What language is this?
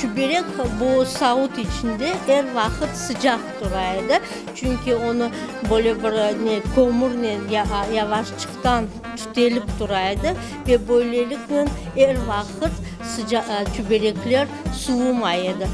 Crimean Tatar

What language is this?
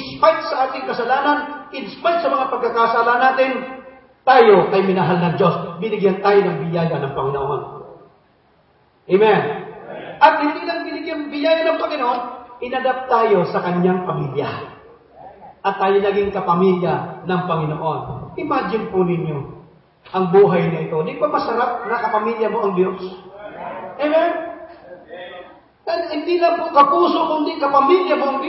Filipino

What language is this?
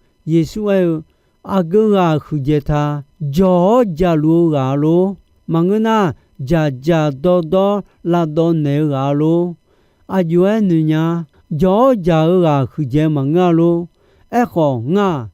Akha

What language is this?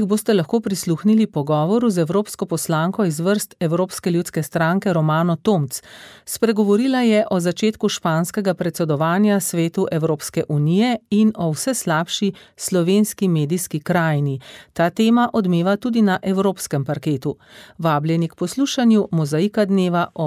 Slovenian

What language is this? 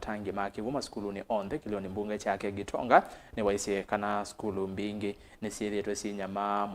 Kamba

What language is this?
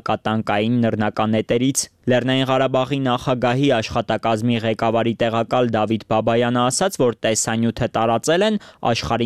Armenian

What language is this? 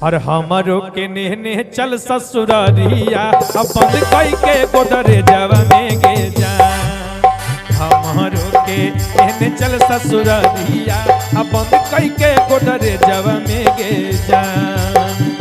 Magahi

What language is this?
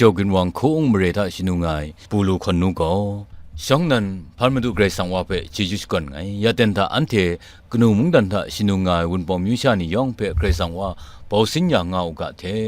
Kachin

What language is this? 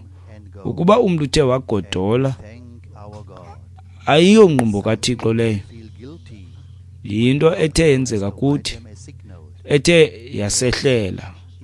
Xhosa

